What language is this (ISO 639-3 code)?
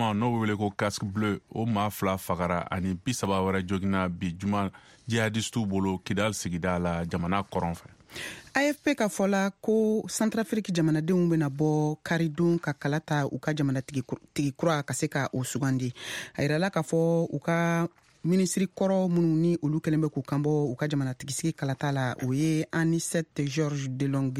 bam